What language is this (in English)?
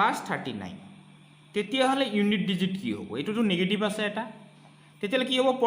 Assamese